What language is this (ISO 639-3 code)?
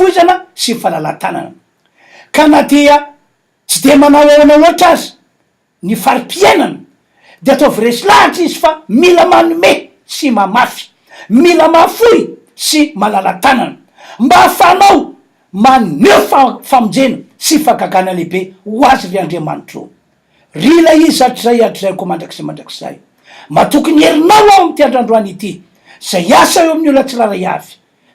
mlg